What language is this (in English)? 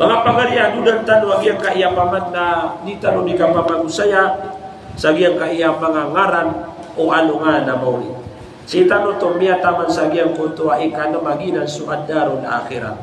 Maranao